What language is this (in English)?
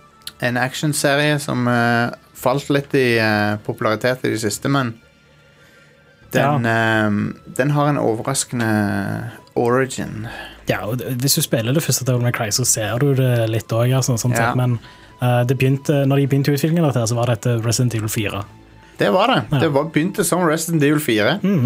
Norwegian